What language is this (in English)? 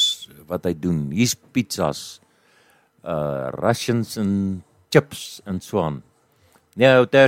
Afrikaans